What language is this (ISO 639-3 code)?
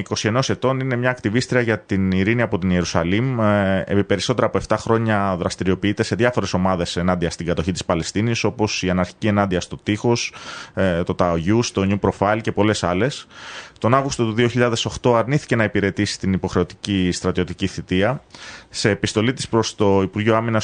ell